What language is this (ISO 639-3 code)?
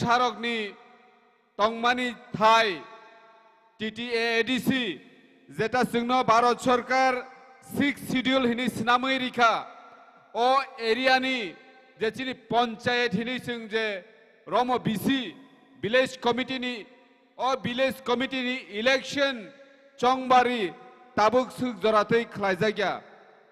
trp